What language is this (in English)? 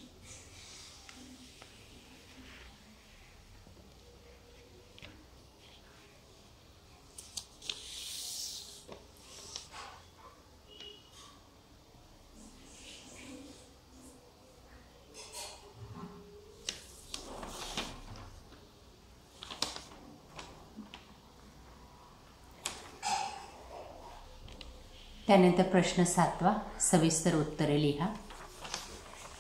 Marathi